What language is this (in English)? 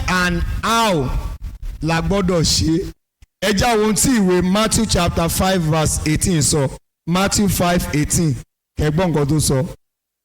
Yoruba